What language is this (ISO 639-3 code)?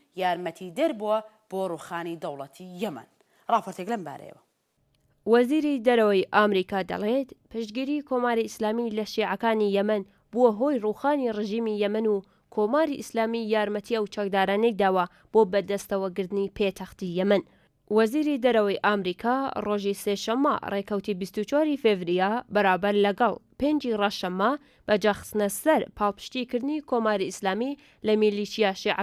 ckb